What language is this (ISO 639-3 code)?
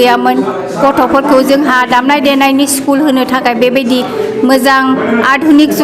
brx